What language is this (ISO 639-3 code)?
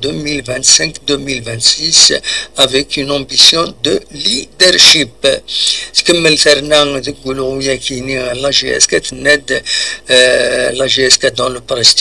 kab